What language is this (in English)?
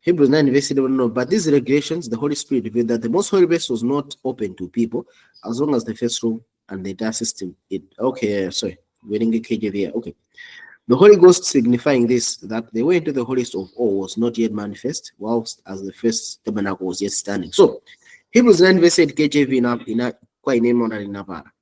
Nyanja